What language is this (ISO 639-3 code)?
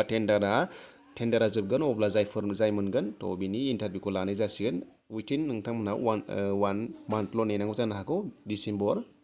brx